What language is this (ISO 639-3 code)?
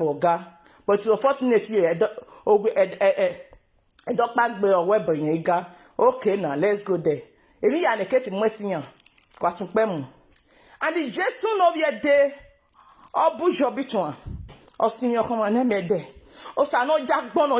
pcm